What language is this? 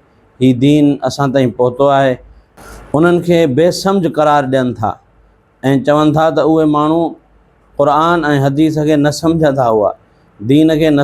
Sindhi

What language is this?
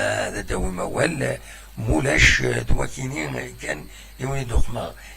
Kabyle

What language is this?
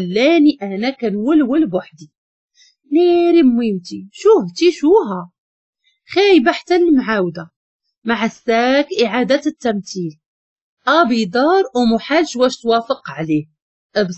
Moroccan Arabic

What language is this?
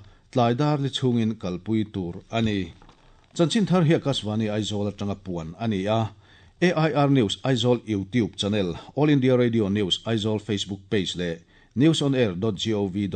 Mizo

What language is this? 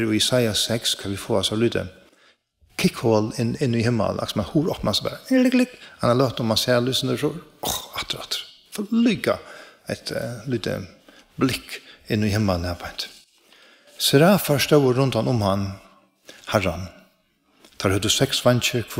Faroese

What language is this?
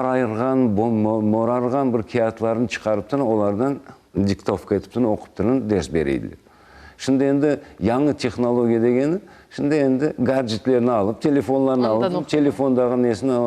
Crimean Tatar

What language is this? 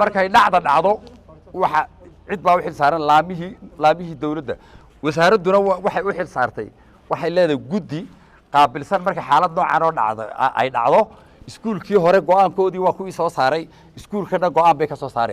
Somali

